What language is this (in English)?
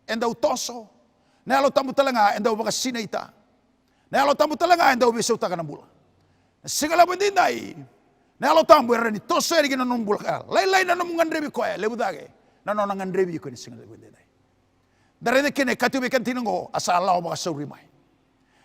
Fijian